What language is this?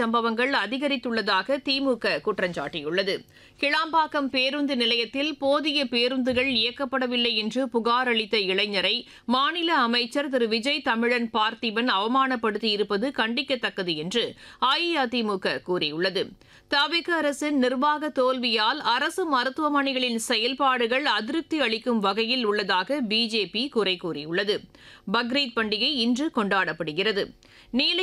Tamil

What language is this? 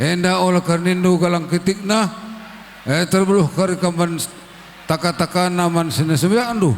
Batak Karo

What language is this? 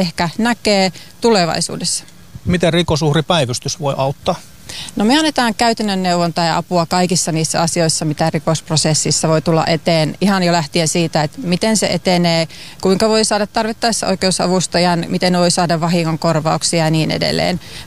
Finnish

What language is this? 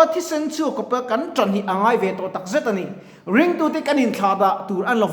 Mizo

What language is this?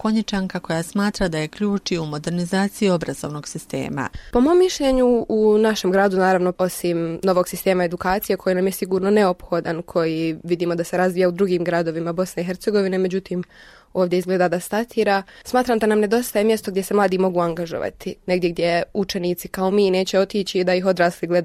Bosnian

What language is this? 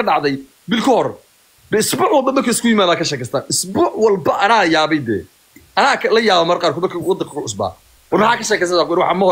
Somali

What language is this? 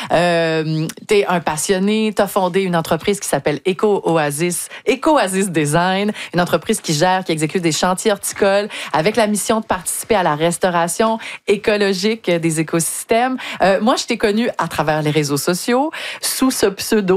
French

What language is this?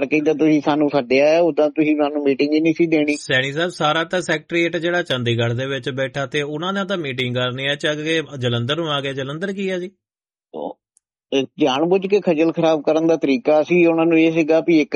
Punjabi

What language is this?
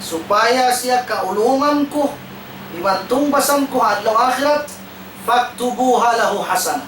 Tausug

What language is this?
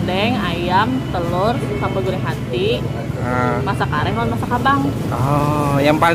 Banjar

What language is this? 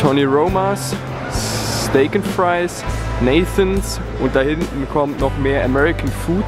Swiss German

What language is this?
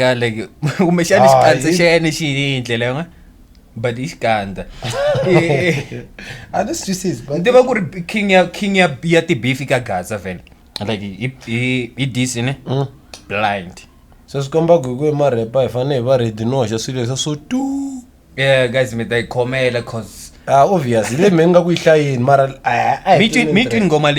Tsonga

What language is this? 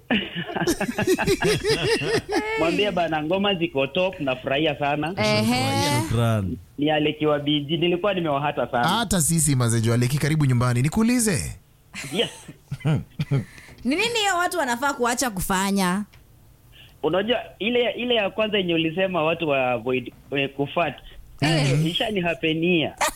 Swahili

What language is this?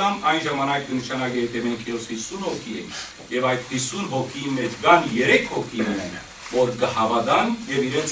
Western Armenian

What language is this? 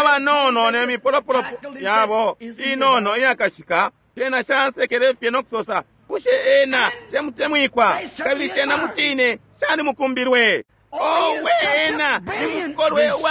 Bemba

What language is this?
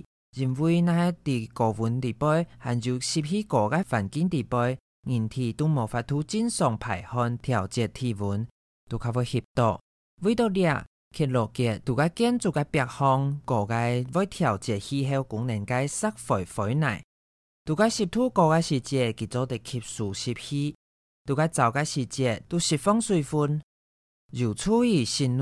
Hakka Chinese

